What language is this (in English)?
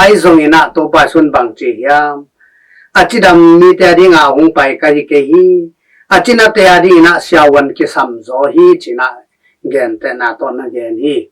Tedim Chin